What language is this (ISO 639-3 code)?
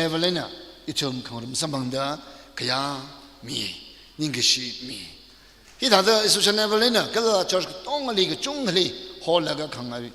nmf